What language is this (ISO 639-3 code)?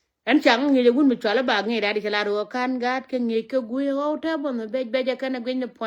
nus